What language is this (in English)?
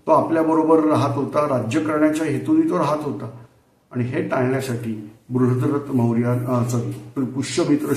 Marathi